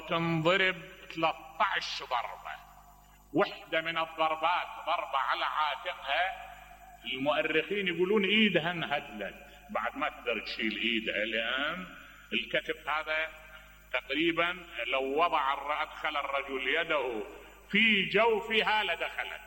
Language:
Mesopotamian Arabic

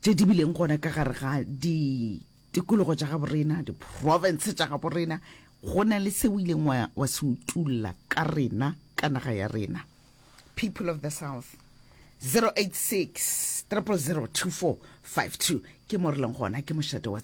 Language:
Northern Sotho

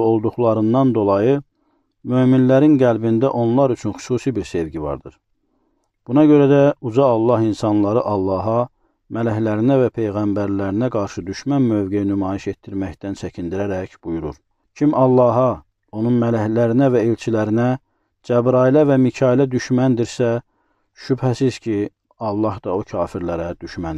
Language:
Azerbaijani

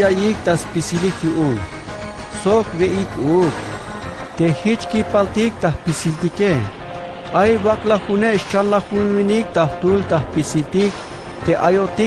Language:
Tzeltal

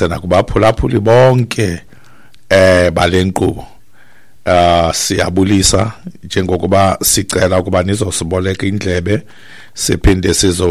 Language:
Xhosa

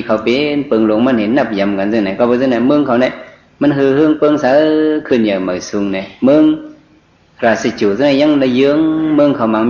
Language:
Shan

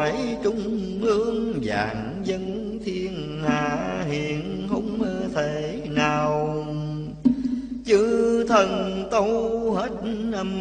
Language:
Vietnamese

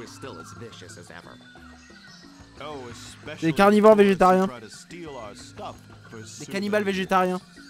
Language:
French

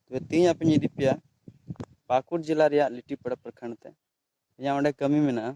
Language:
Santali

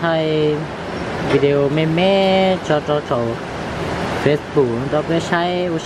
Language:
Hmong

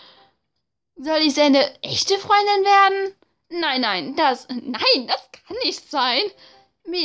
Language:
German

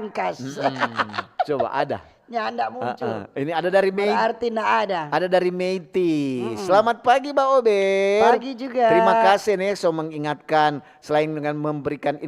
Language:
Manado Malay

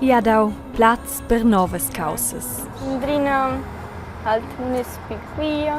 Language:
Romansh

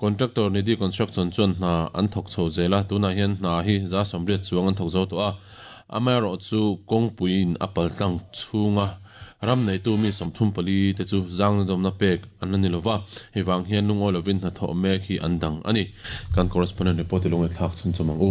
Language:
Mizo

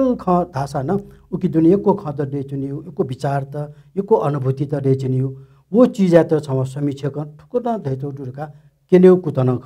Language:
Newari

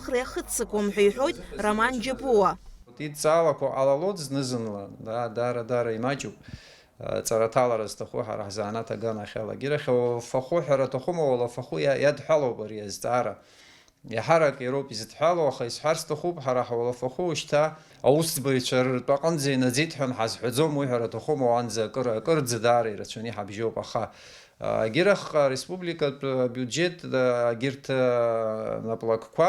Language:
Abkhazian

